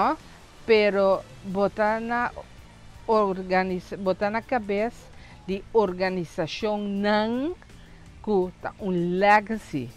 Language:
Papiamento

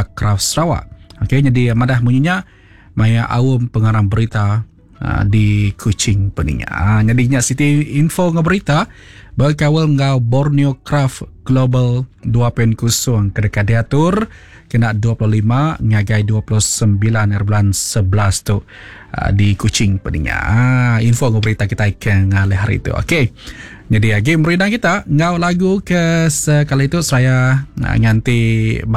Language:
Iban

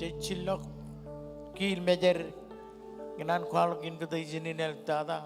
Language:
Marshallese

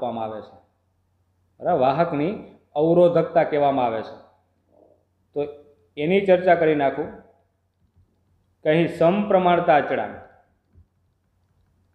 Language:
Gujarati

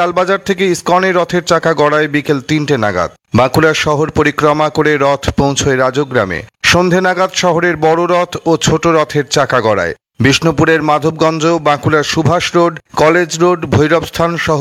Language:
Bangla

